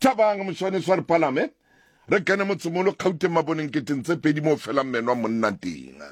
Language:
Southern Sotho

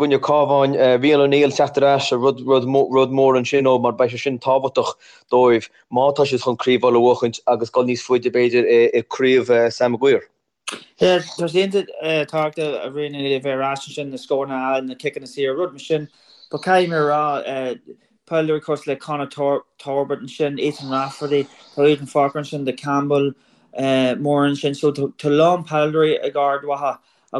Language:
Irish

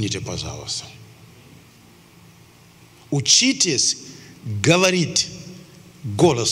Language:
Russian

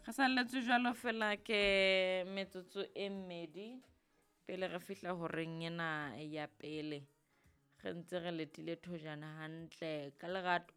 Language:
Southern Sotho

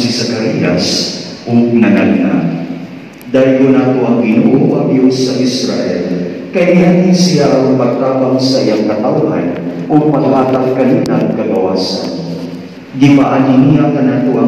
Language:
Cebuano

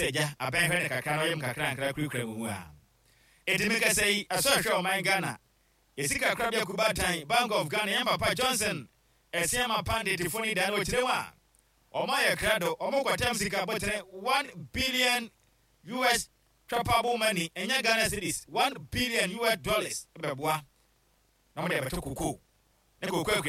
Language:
Akan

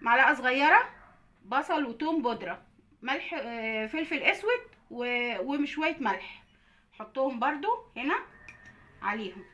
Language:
Egyptian Arabic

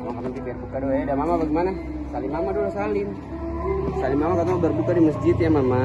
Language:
Ambonese Malay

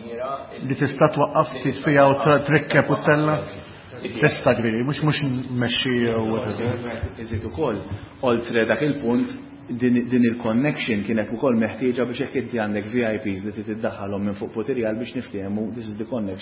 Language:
Maltese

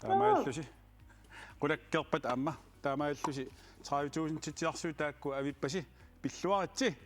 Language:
Kalaallisut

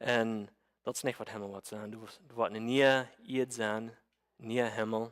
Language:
Plautdietsch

